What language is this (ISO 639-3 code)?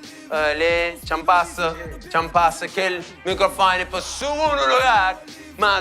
kea